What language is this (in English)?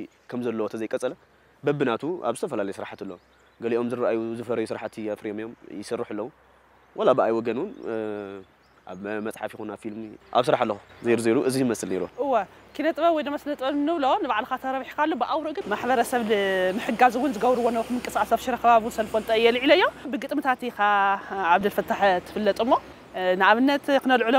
Tigrinya